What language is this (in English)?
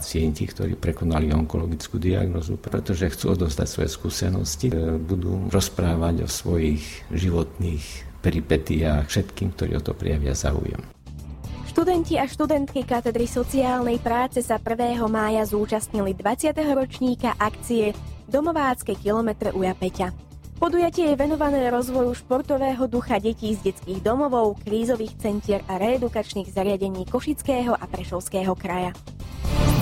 Slovak